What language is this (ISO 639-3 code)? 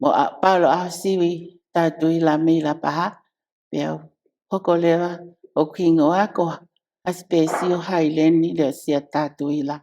ton